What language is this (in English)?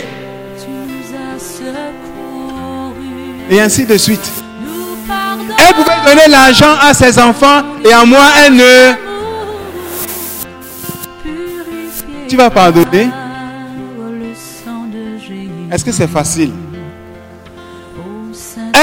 French